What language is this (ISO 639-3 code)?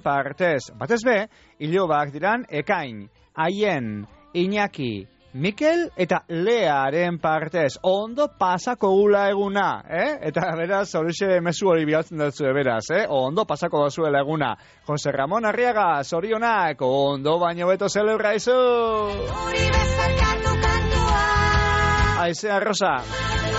eus